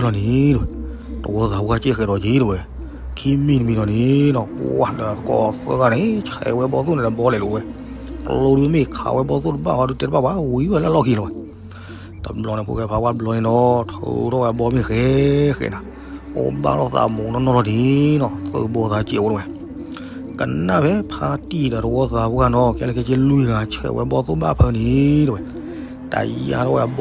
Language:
S'gaw Karen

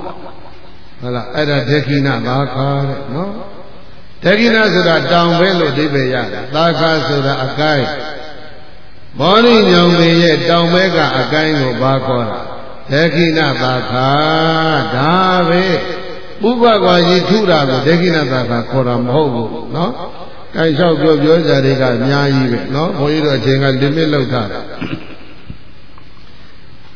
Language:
Burmese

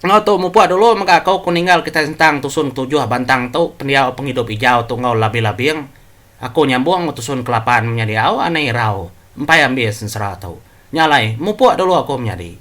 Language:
Iban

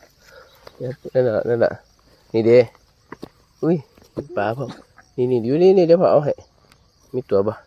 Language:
Lao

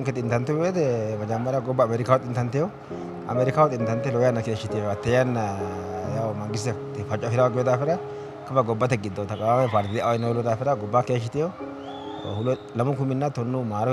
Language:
Sidamo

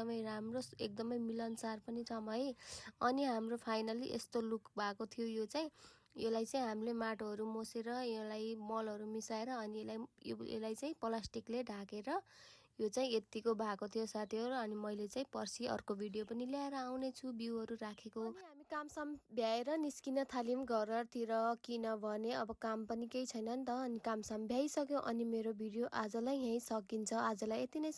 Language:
Nepali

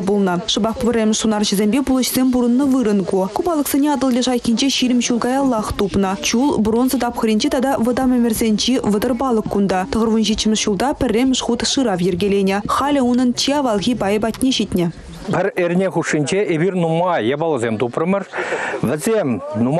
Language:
Chuvash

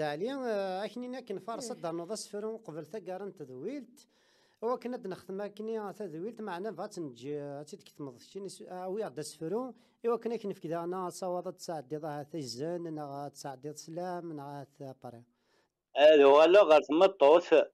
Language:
Kabyle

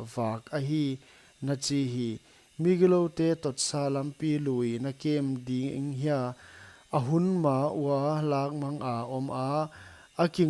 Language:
Paite Chin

